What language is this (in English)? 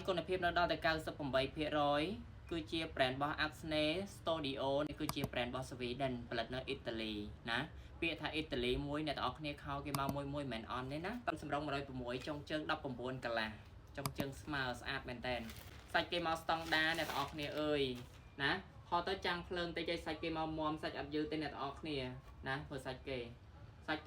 Khmer